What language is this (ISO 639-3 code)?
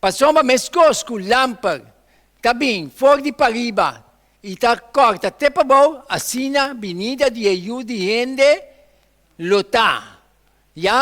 pap